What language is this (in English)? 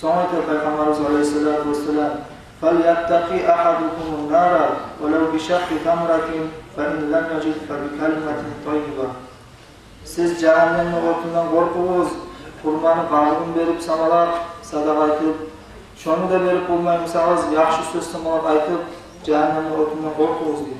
Kumyk